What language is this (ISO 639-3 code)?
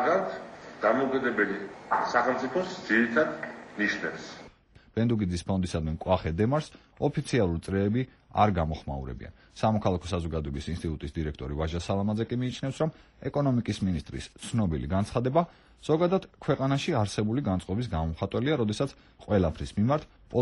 kat